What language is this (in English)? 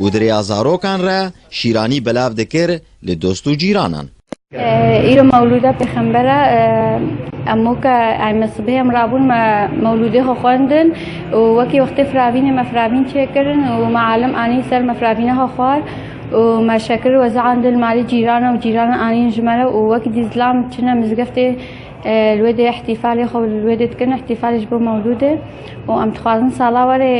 Kurdish